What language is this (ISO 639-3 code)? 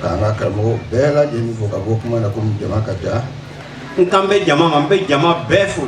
bam